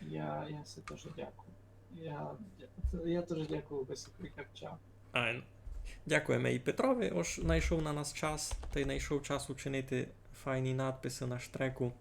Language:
Rusyn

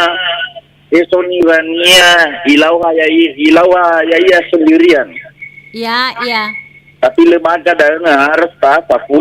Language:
Nias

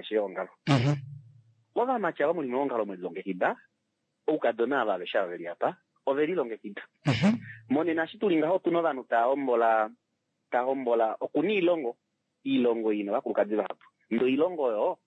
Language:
Kuanyama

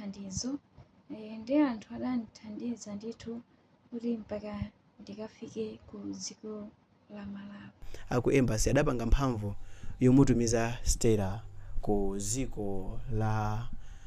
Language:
Nyanja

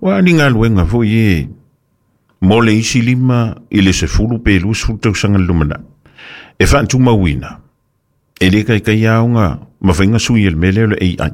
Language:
Samoan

